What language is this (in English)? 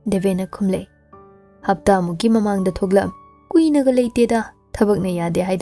Manipuri